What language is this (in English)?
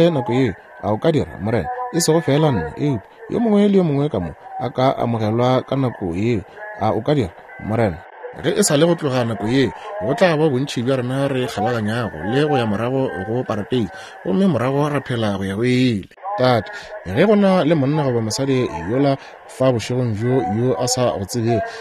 Northern Sotho